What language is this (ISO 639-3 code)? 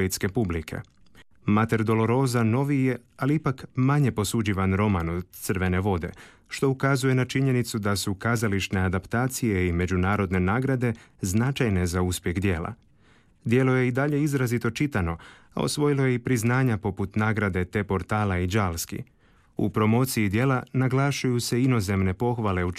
hrv